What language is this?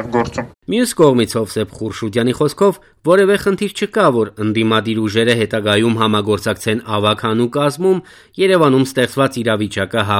Armenian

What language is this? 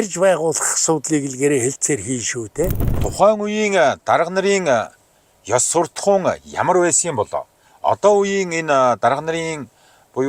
Mongolian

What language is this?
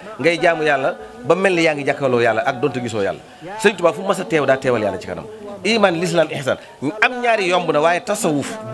Wolof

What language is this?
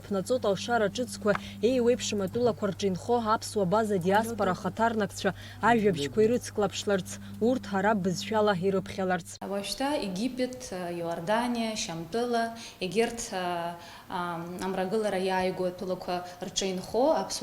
Abkhazian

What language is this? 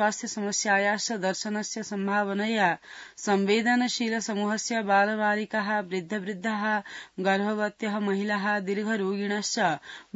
Sanskrit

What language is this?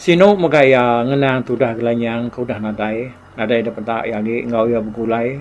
Iban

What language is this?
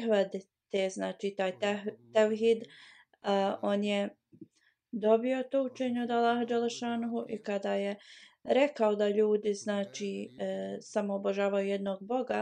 Bosnian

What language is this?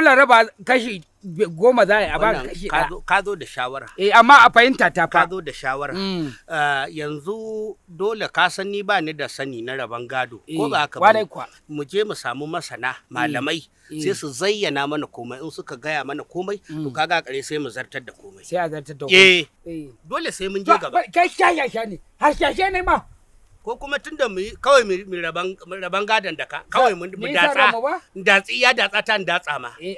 Hausa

